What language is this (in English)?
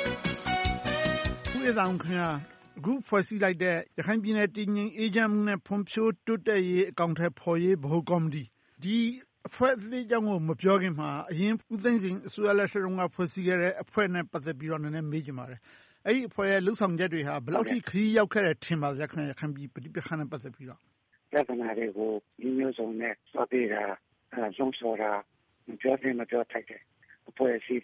Burmese